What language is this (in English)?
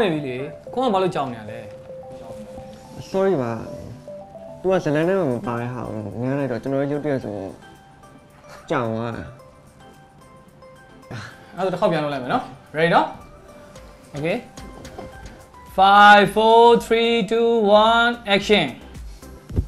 Burmese